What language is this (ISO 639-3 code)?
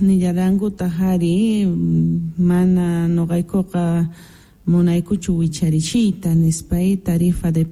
quh